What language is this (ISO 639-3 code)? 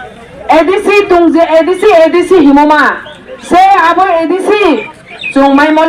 ria